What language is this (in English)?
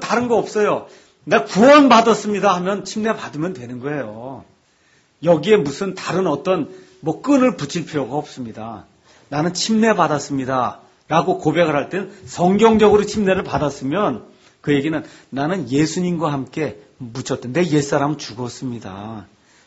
Korean